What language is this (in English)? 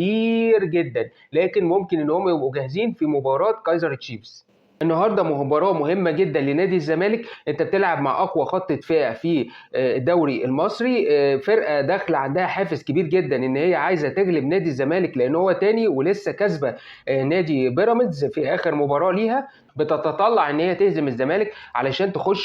Egyptian Arabic